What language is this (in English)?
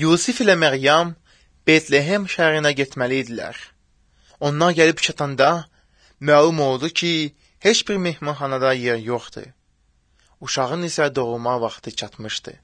Azerbaijani